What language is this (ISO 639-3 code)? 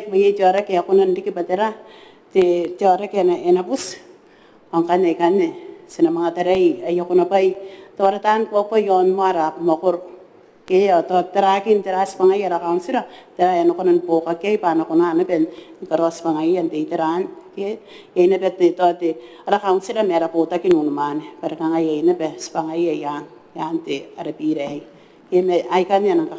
gil